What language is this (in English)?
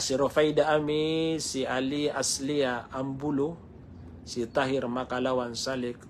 Maranao